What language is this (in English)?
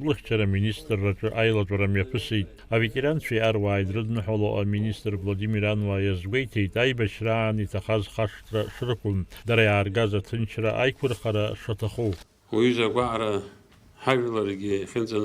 Abkhazian